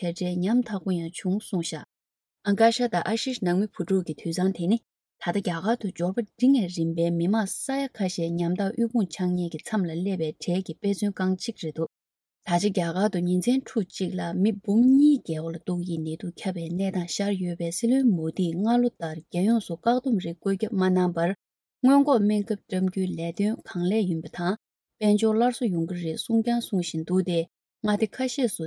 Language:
Tibetan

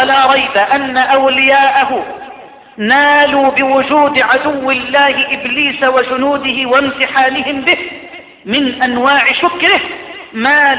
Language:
Arabic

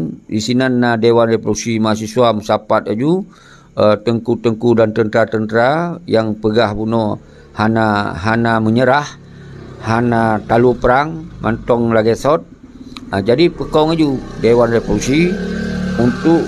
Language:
Achinese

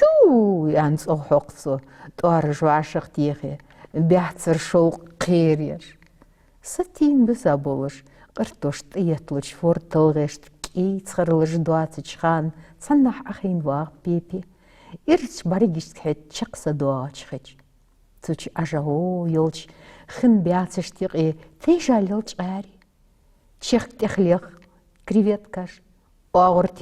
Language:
Ingush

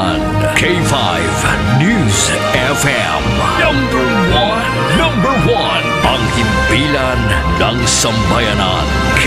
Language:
Hiligaynon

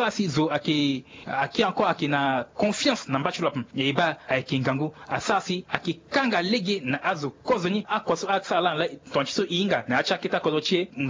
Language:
Sango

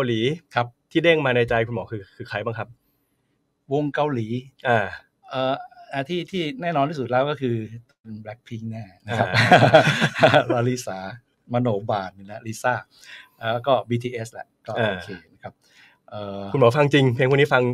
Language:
Thai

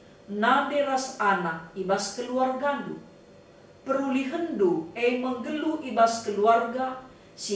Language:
Batak Karo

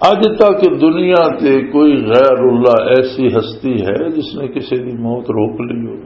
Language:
Western Panjabi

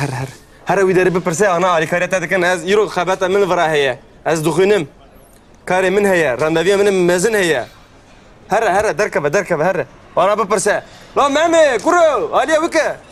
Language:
Kurdish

